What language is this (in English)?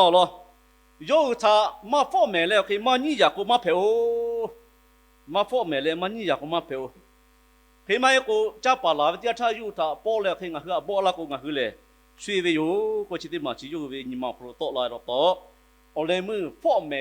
Lahu